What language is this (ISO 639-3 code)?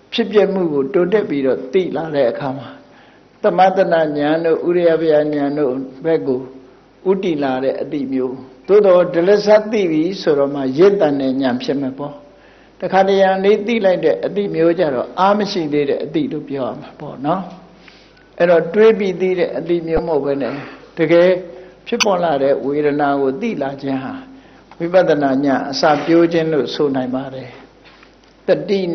mya